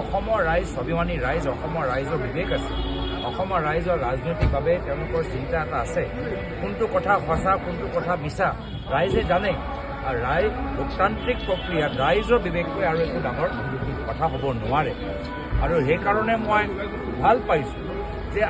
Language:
Assamese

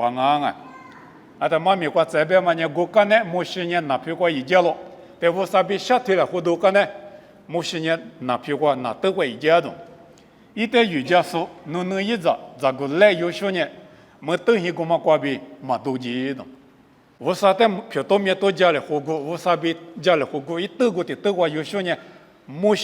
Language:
Lisu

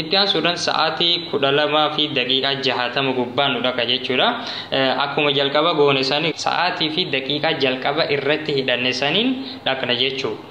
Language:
Oromo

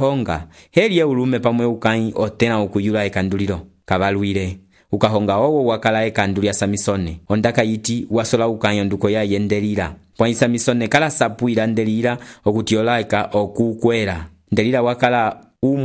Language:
Umbundu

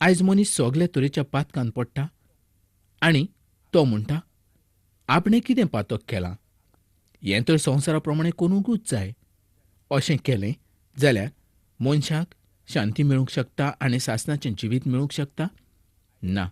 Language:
Konkani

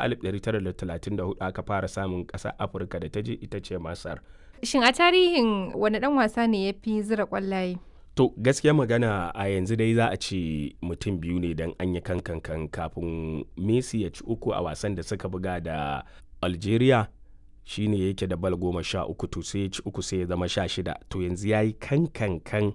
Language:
Hausa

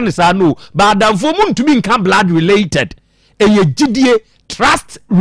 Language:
Akan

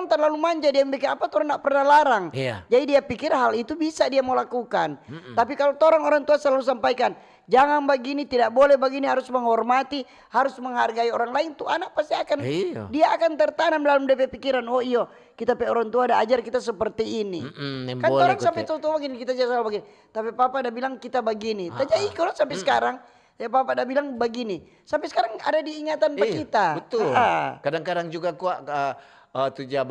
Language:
Manado Malay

